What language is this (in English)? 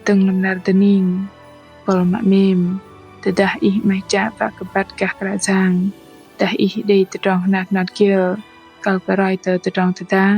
Bahnar